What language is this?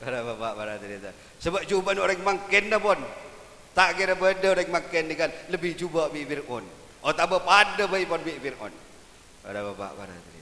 Madurese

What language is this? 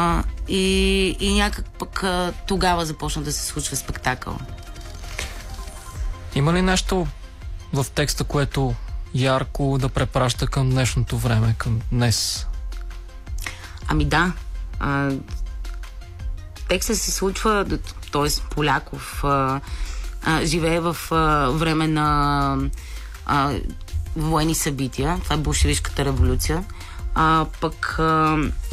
Bulgarian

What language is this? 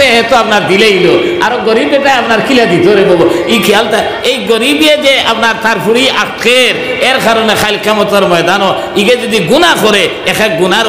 Sylheti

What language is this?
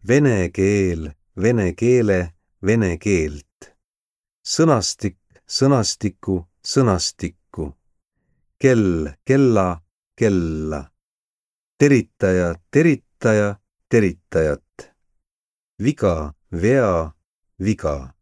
Estonian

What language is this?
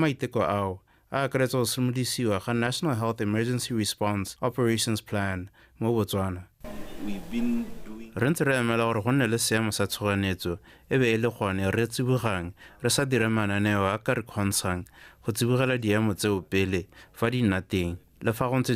Tswana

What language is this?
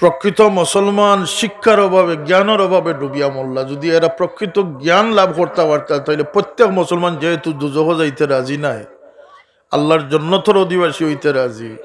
Sylheti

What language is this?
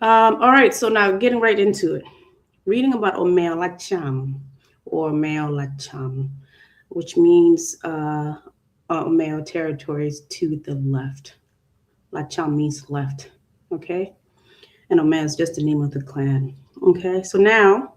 Acoli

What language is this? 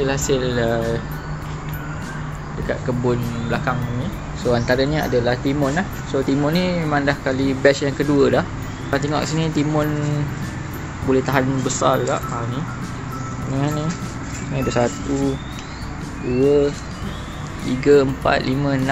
Malay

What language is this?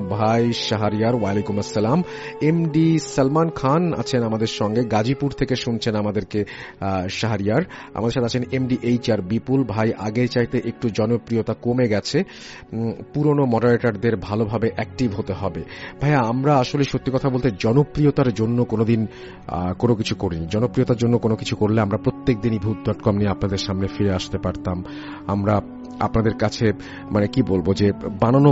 Bangla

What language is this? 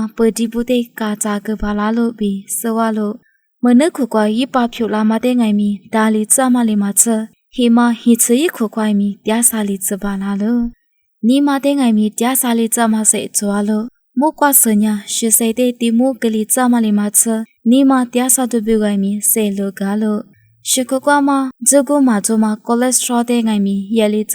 Lisu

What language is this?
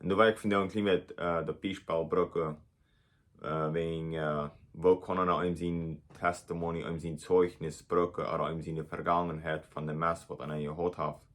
Plautdietsch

